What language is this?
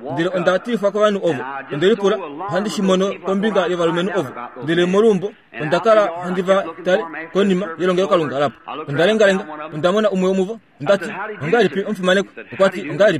Kuanyama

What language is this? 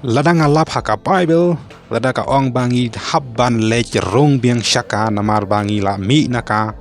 Khasi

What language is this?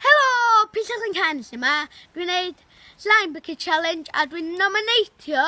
Welsh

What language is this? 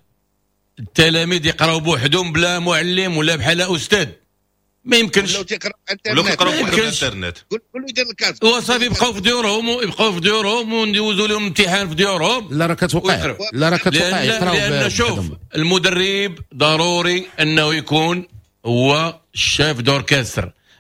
Moroccan Arabic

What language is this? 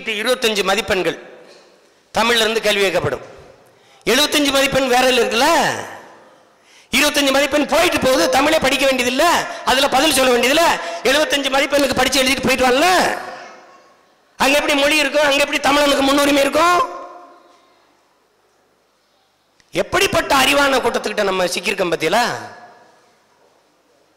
Tamil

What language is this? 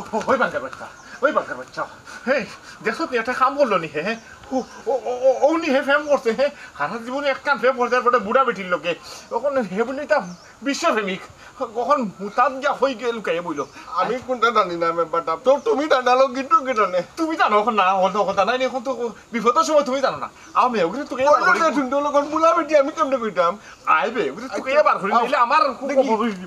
Sylheti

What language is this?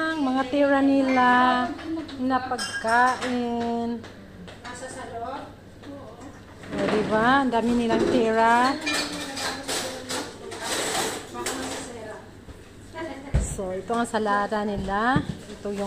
Filipino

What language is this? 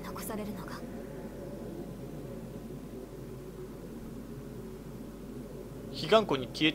Japanese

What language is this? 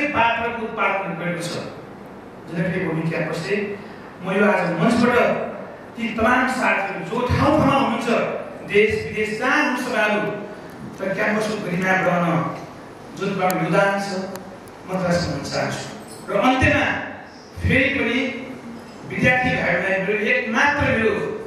Nepali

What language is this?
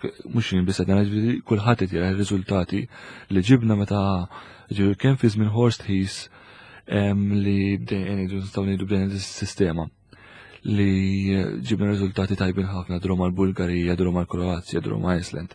Maltese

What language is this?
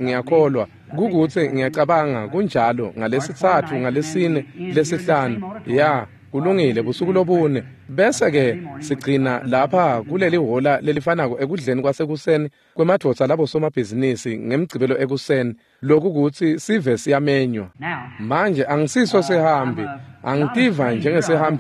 Swati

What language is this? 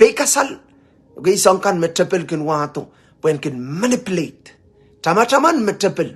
Pohnpeian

